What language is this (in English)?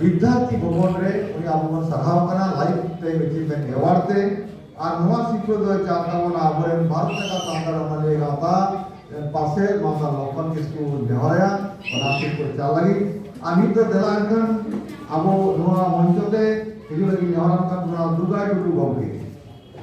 Santali